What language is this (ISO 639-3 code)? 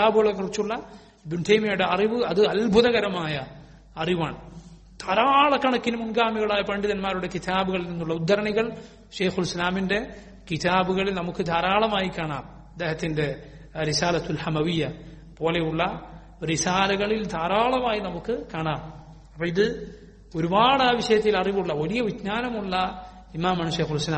mal